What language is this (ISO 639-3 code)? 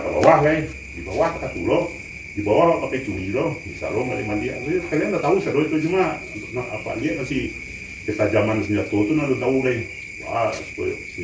min